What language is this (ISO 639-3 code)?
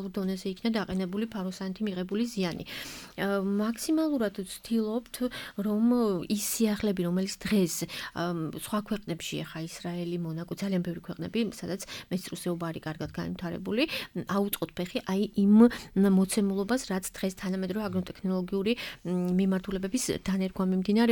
kat